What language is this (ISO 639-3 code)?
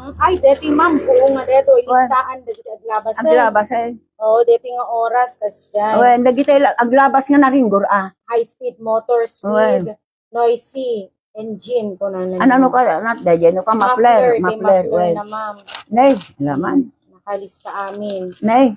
ilo